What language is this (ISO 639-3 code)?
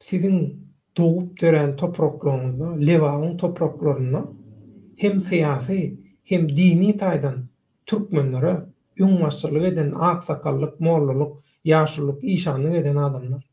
tuk